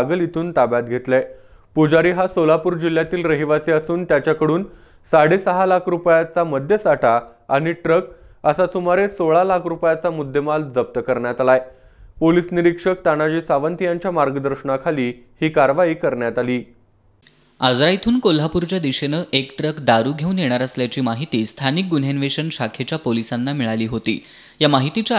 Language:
Marathi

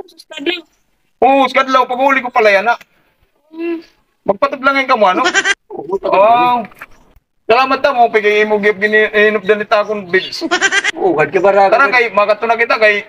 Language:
Waray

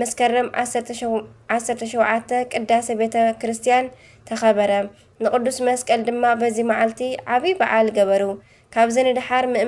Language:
Tigrinya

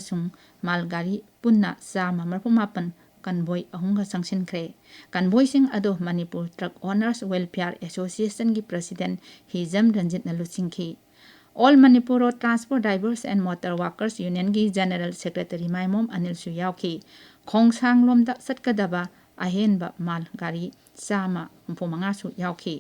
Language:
Manipuri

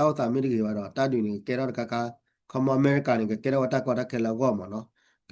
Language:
S'gaw Karen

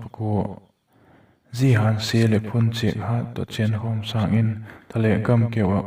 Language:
Vaiphei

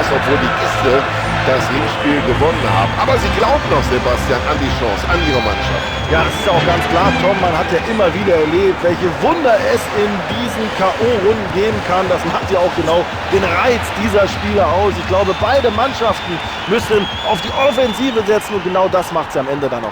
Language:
Bavarian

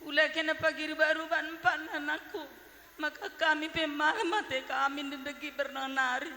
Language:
Batak Karo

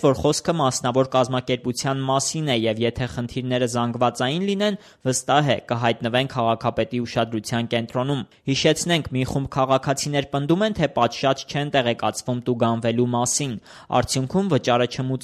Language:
Armenian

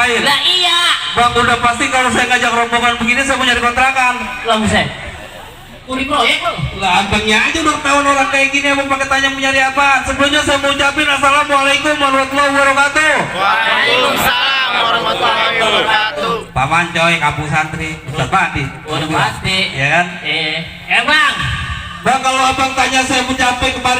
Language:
Betawi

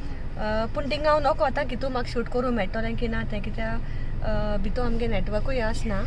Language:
Konkani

